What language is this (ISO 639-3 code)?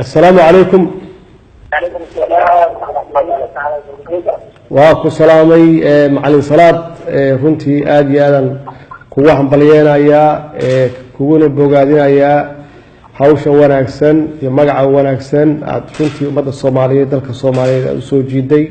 som